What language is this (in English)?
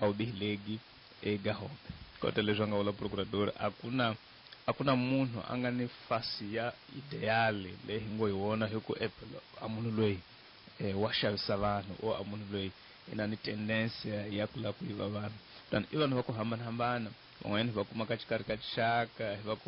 Tsonga